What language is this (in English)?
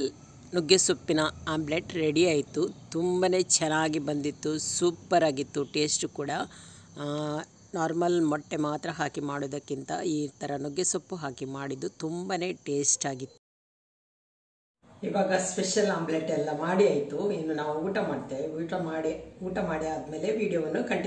Kannada